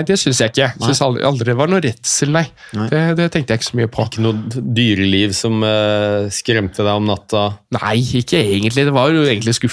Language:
Norwegian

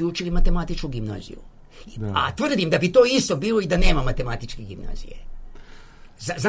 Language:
Serbian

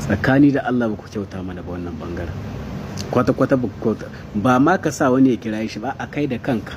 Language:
Hausa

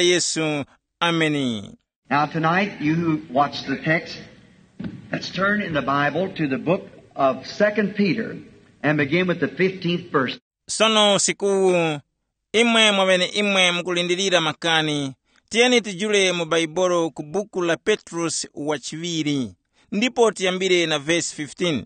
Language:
Tumbuka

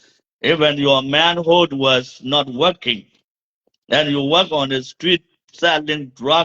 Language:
Nuer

